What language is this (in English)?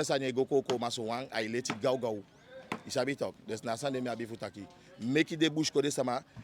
Eastern Maroon Creole